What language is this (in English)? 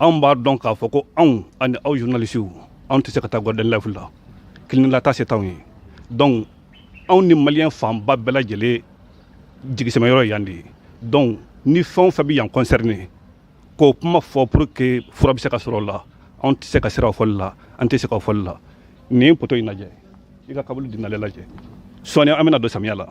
Bambara